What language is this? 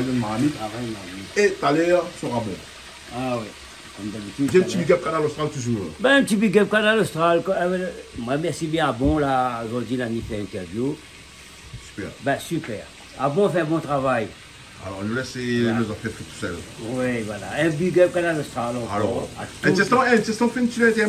Réunion Creole French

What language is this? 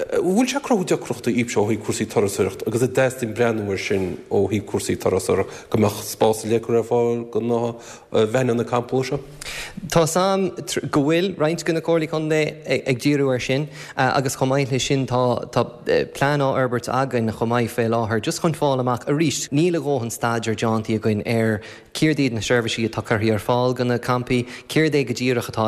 Irish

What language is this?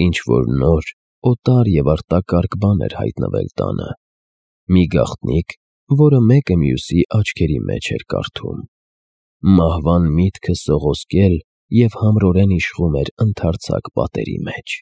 Armenian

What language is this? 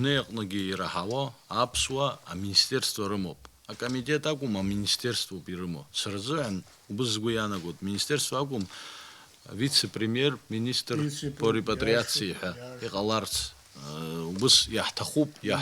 Abkhazian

